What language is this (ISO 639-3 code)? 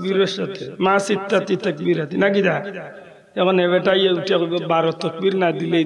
syl